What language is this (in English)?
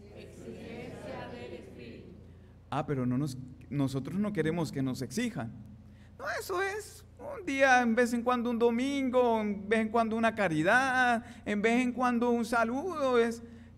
Spanish